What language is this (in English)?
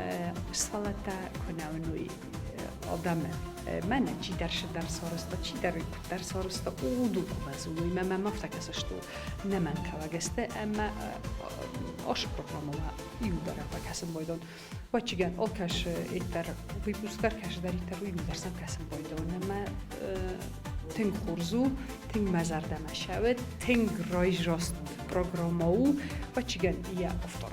Ossetic